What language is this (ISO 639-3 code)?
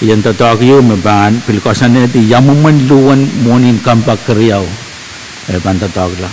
pon